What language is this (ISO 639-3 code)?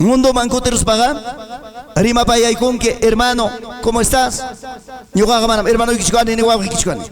quy